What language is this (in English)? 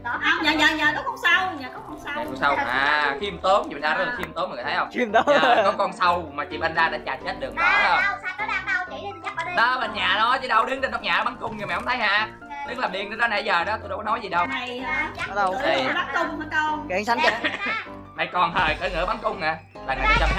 Vietnamese